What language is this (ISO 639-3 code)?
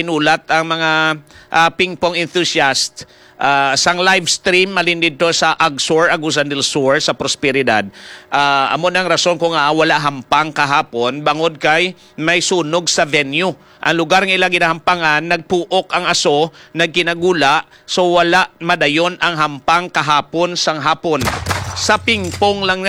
hil